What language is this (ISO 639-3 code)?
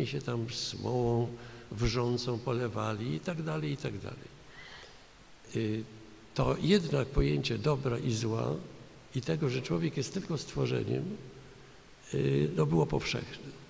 pol